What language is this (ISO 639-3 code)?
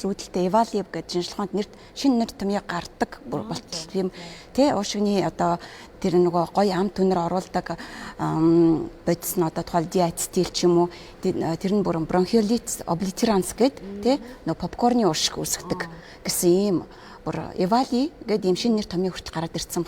mon